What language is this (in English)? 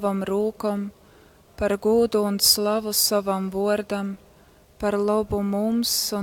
Latgalian